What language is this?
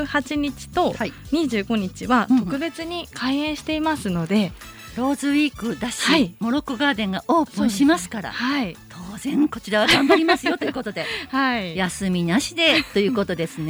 Japanese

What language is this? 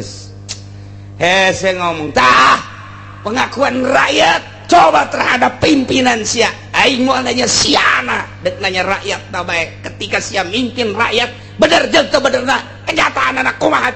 Sundanese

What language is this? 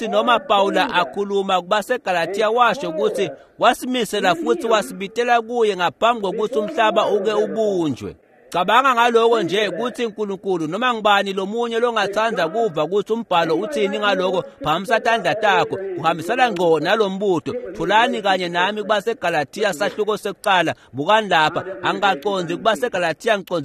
Swati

